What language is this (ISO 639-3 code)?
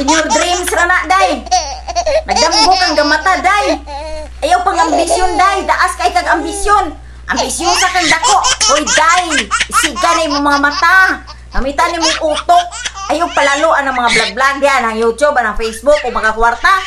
ceb